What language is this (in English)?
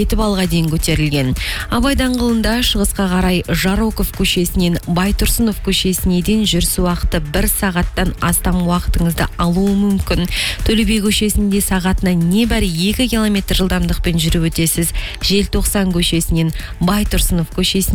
Kazakh